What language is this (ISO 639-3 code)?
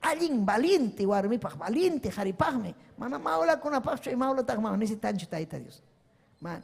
quy